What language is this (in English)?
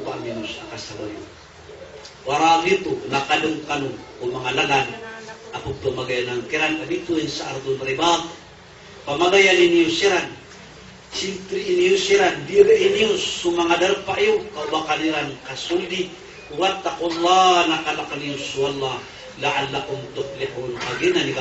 Maranao